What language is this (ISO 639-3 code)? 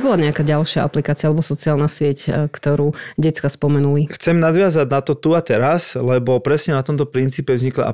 slk